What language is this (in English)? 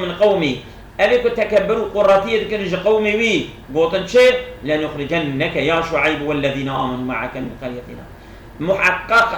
Kurdish